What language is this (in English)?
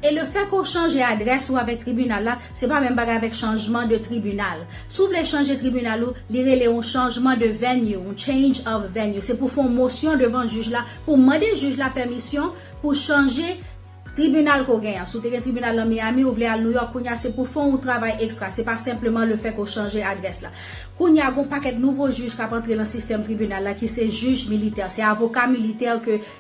Haitian Creole